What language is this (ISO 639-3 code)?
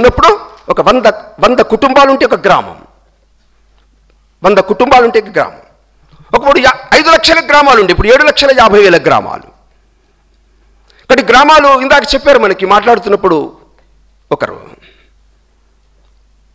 tel